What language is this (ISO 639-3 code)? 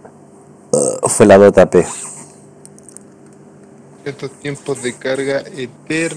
spa